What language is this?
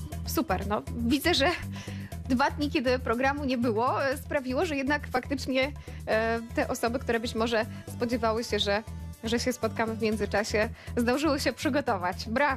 Polish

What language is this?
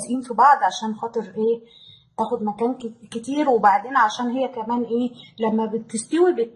Egyptian Arabic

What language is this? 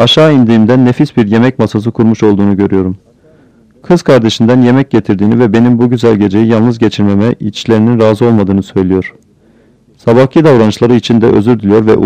Turkish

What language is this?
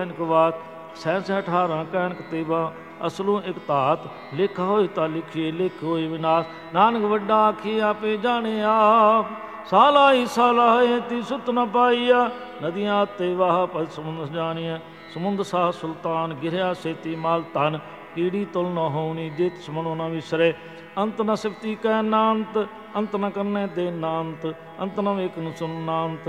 Punjabi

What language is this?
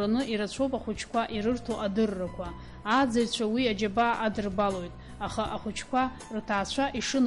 Abkhazian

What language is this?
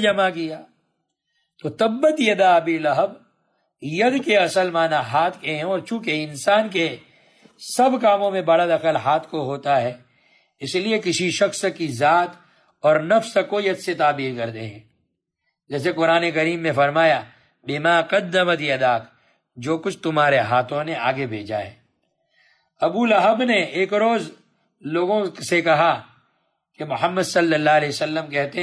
Urdu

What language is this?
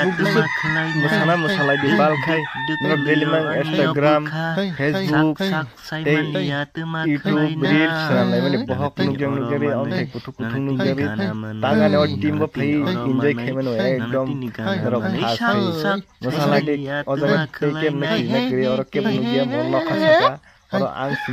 Kok Borok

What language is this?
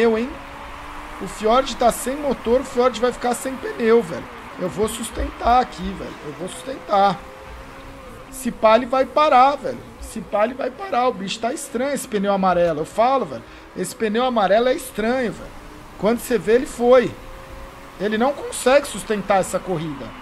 Portuguese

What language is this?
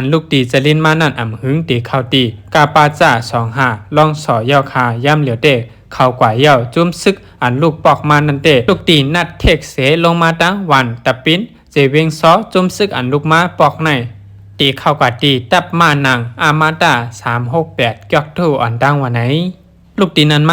Shan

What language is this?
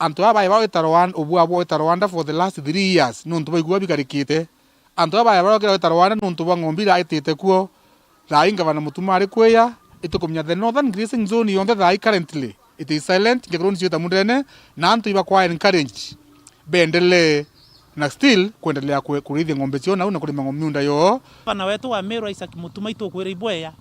Meru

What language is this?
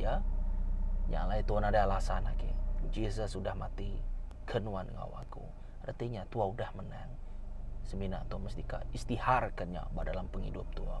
Iban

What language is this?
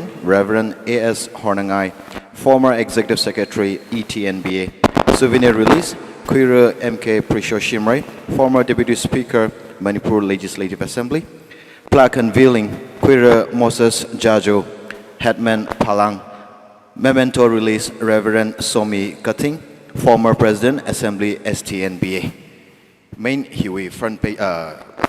Tangkhul Naga (India)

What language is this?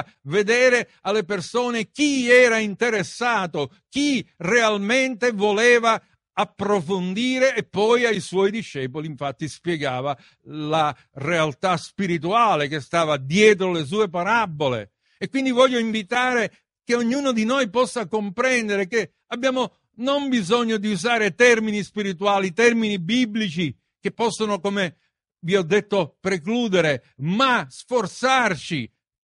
Italian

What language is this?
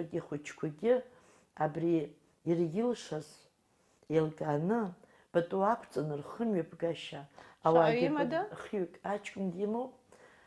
Abkhazian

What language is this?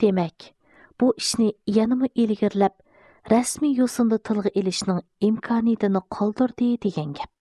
Uyghur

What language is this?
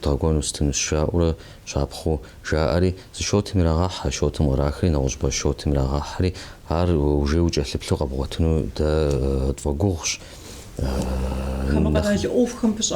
Kabardian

